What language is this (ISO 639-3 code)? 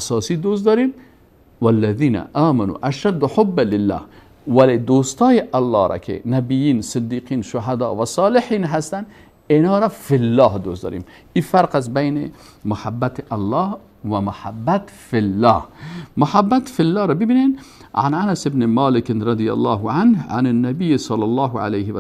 fas